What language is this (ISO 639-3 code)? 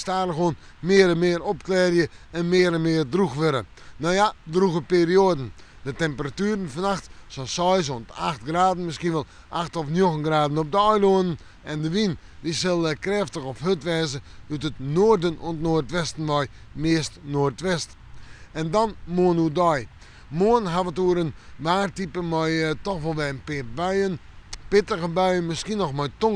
fry